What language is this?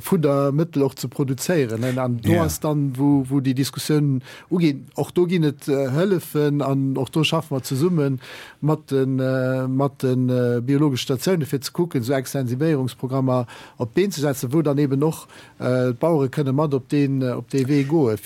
Luxembourgish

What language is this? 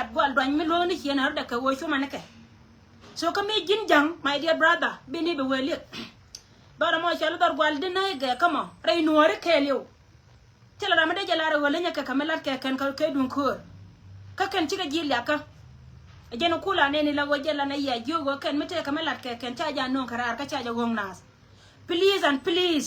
Nuer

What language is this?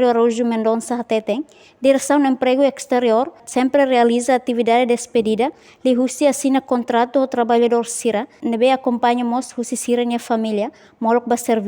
Tetum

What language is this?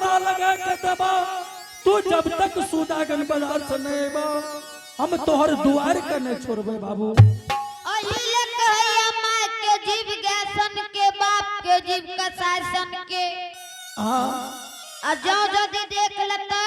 Angika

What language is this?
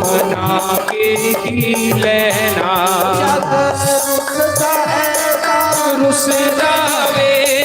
Dogri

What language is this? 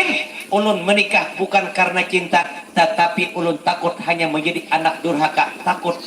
Banjar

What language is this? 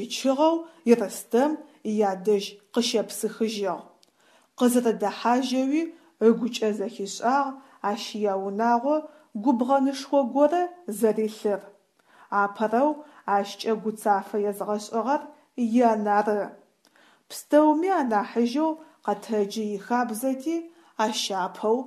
Adyghe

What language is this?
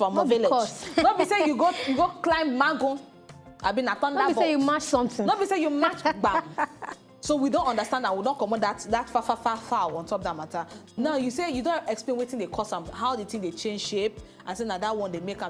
Nigerian Pidgin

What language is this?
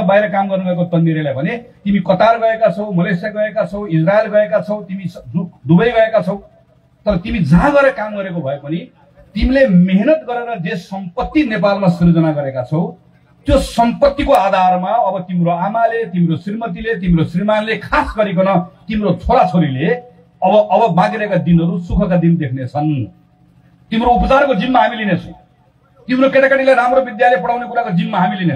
Nepali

